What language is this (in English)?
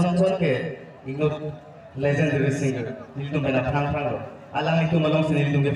Karbi